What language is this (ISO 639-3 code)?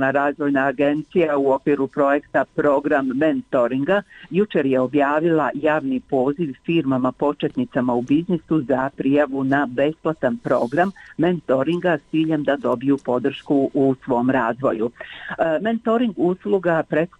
bos